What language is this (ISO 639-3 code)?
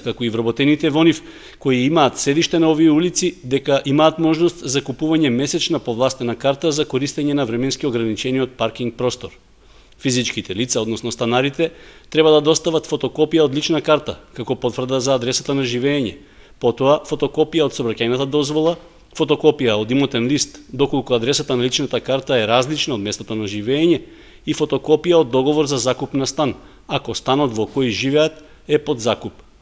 mkd